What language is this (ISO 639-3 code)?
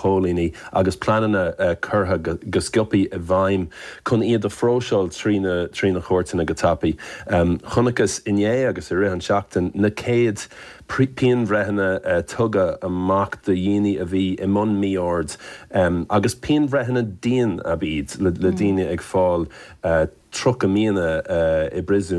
gle